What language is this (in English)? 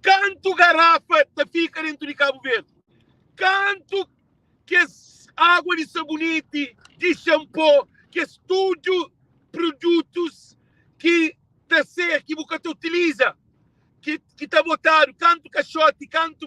Kabuverdianu